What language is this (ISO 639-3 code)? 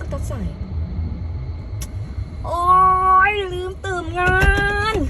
lao